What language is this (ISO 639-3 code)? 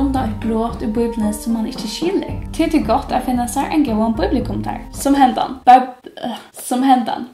fao